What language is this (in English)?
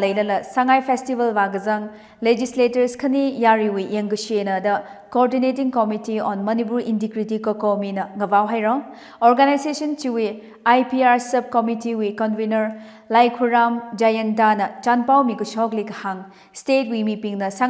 Tangkhul Naga (India)